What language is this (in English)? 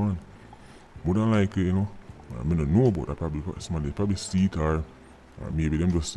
Jamaican Creole English